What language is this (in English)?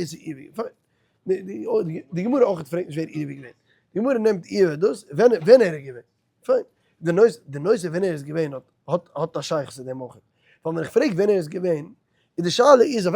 Yiddish